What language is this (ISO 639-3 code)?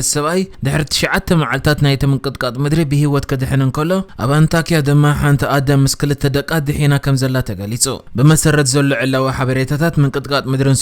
tir